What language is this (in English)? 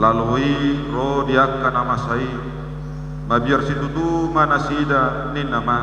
Batak Toba